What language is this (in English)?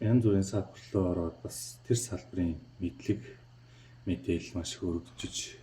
Mongolian